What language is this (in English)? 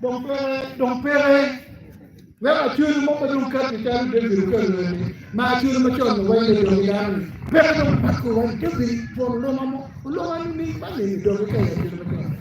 Acoli